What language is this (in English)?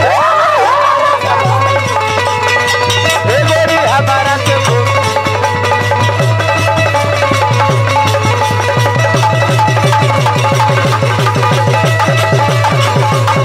Bhojpuri